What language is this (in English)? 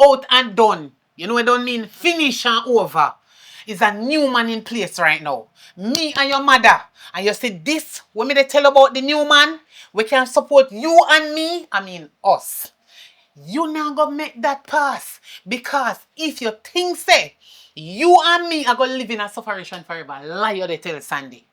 Jamaican Creole English